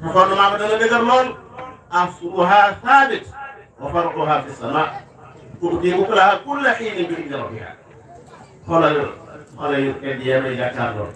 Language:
Wolof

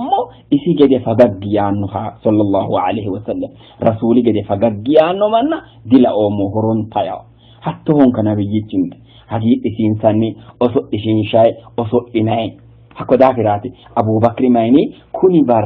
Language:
Sidamo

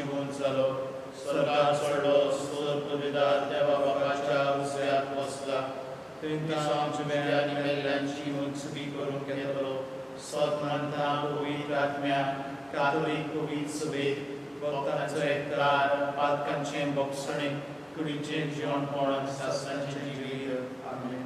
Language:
Konkani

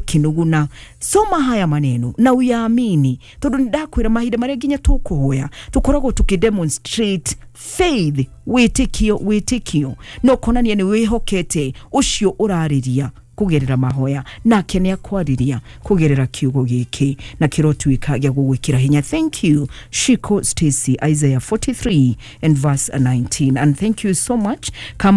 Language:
Kikuyu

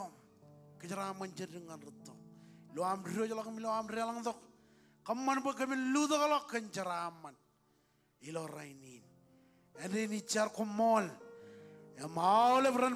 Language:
Marshallese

